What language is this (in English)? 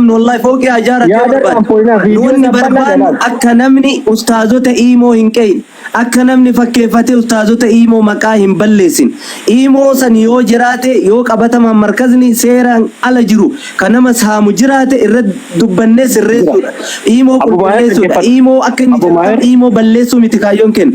Oromo